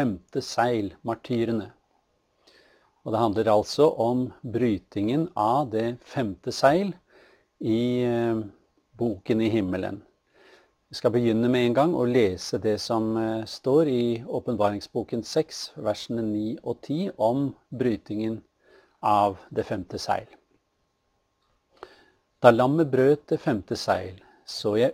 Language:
Norwegian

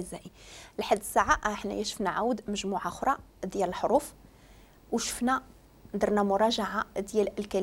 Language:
Moroccan Arabic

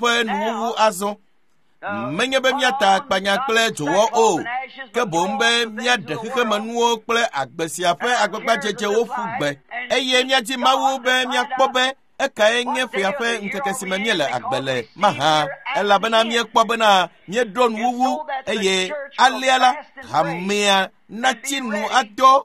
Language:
Ewe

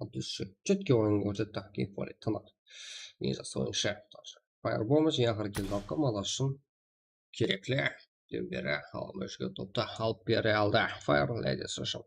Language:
Kara-Kalpak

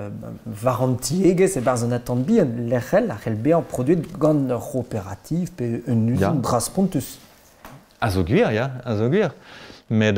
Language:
Breton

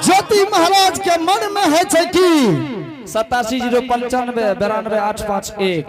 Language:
Angika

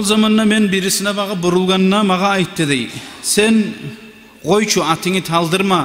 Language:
Kumyk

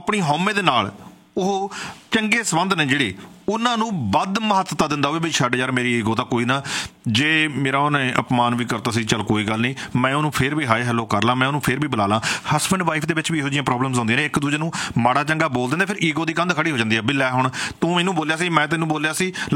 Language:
Punjabi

